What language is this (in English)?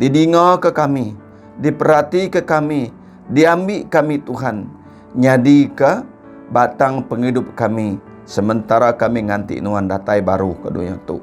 Iban